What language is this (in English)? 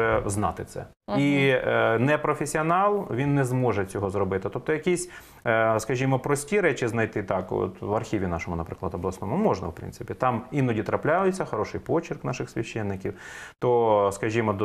Ukrainian